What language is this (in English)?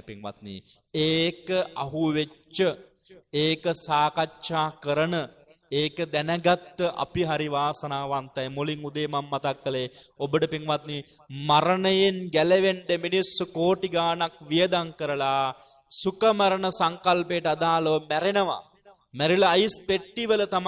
Sinhala